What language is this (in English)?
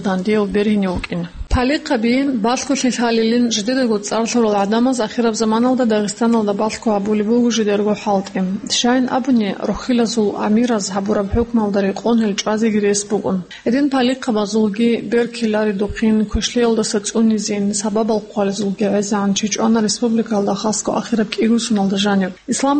Avaric